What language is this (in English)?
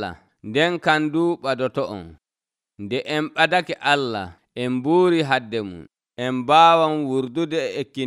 Nigerian Fulfulde